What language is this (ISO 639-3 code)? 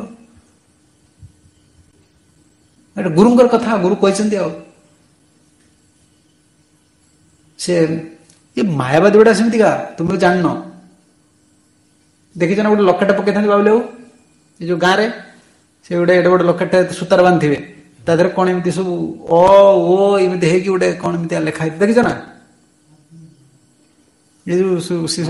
ori